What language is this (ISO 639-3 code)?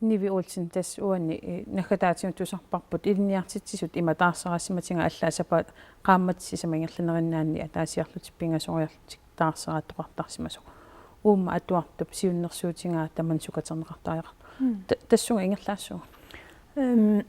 kal